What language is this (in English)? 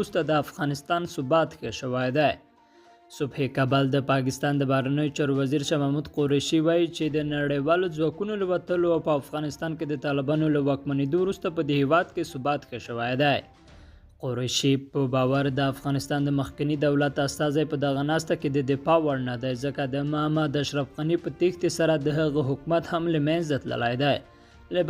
Pashto